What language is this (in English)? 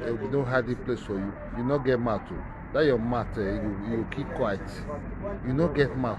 Nigerian Pidgin